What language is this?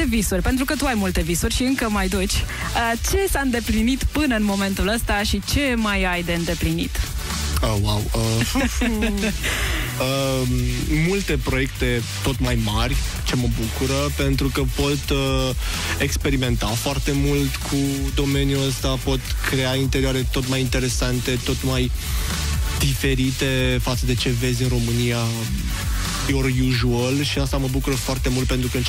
Romanian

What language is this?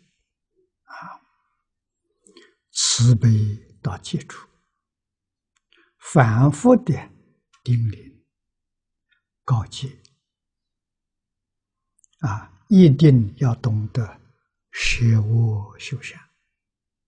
Chinese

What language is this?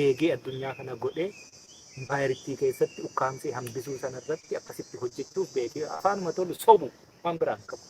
Oromo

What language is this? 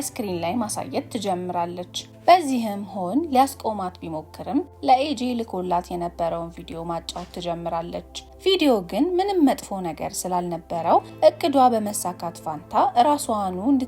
Amharic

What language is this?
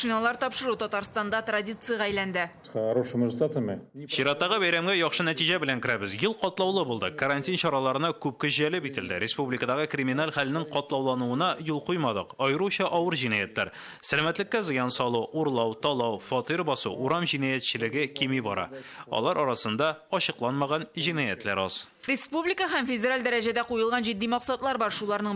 Tatar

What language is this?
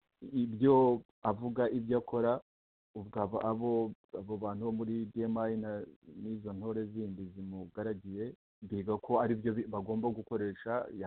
Kinyarwanda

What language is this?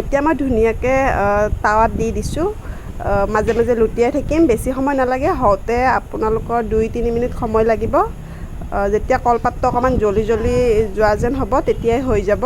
Assamese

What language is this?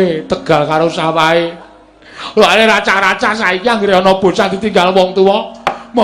Javanese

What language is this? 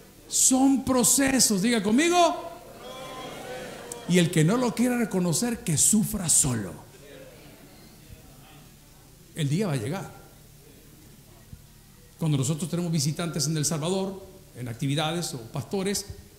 Spanish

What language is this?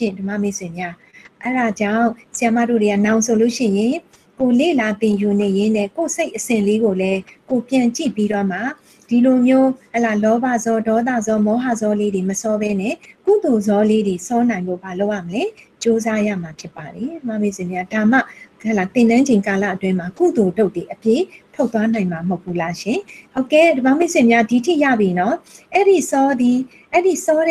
Burmese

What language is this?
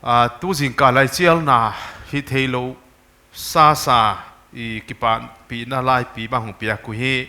Paite Chin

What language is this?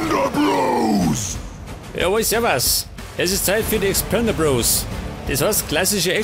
Bavarian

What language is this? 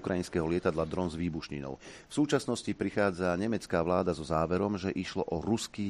Slovak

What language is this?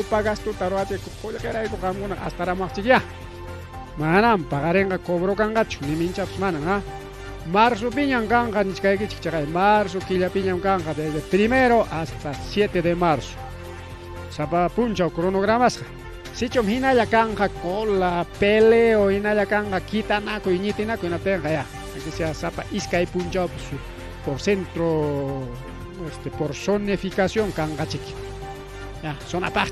Ayacucho Quechua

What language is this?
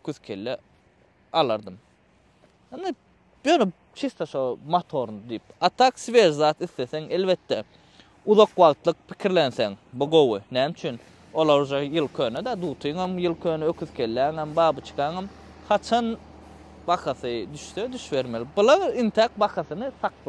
Turkmen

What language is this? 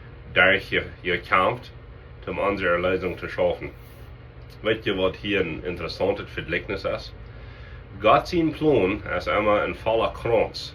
Plautdietsch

